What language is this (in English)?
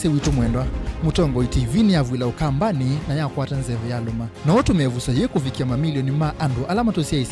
Kamba